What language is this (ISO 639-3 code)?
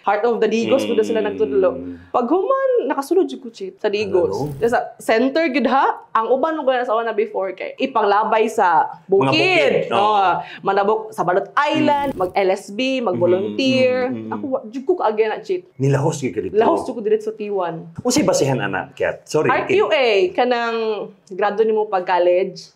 ceb